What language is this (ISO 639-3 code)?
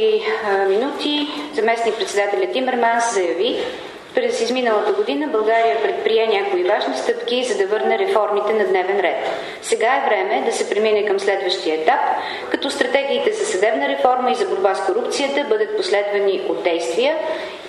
bul